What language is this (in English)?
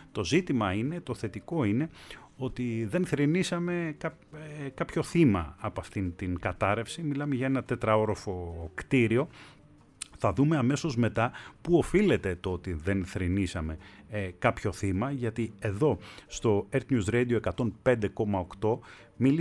Greek